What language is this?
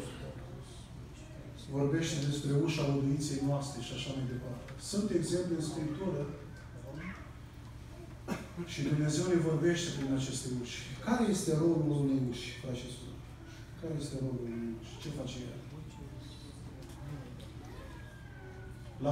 Romanian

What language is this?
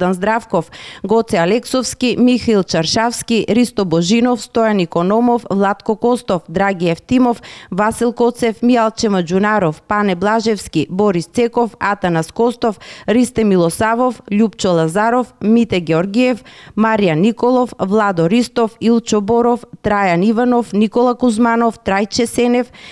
Macedonian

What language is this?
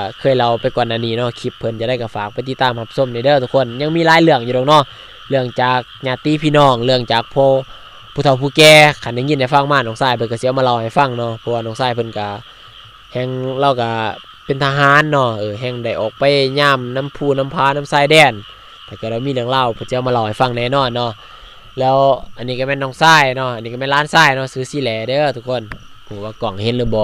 Lao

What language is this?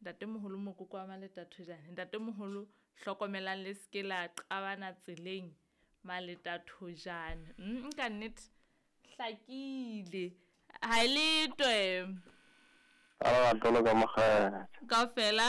Southern Sotho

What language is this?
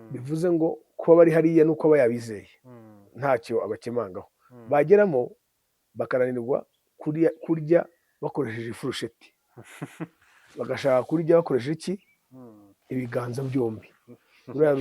Kinyarwanda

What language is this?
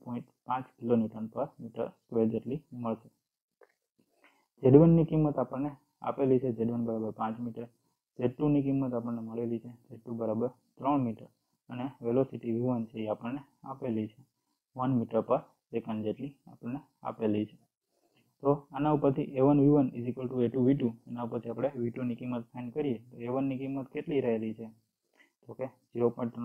Gujarati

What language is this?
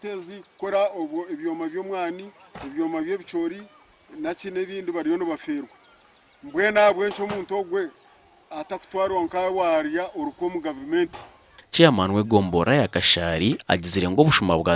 Nyankole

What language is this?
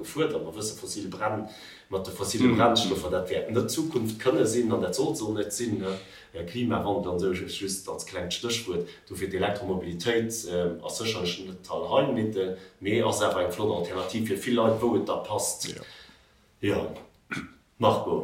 Luxembourgish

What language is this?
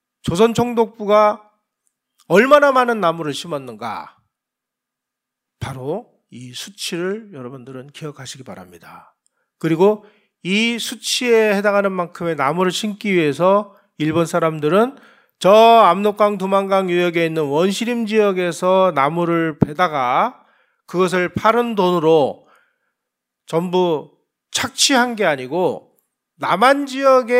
Korean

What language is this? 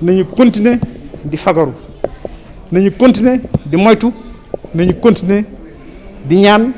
Wolof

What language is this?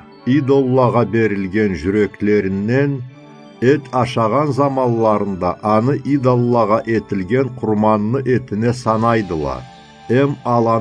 Karachay-Balkar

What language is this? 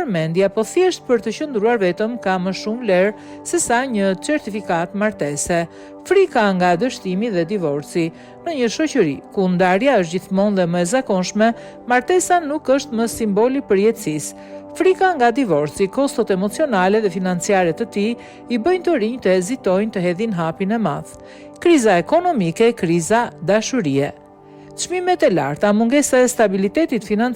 Albanian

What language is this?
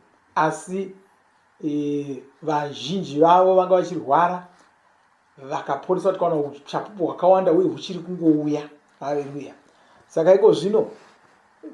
Shona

